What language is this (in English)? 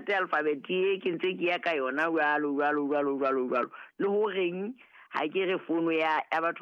Southern Sotho